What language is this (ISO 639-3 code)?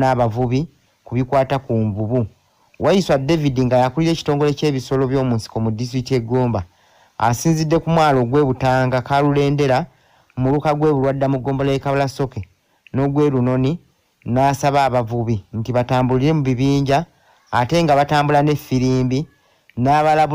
lug